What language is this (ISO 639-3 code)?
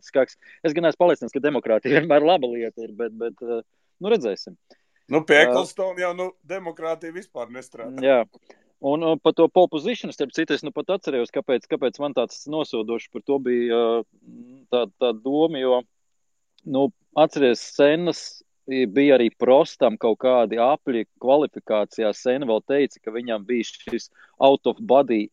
lav